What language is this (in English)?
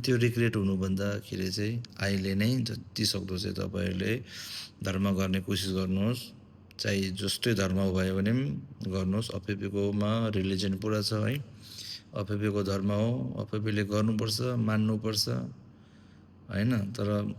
Nepali